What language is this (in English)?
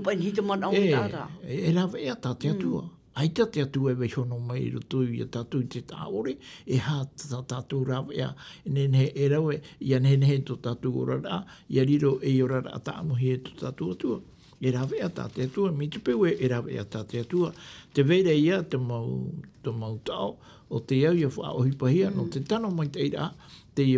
Tahitian